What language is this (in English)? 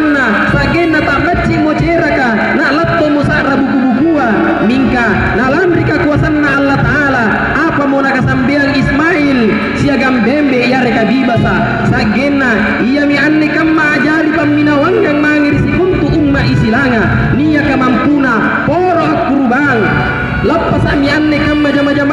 Makasar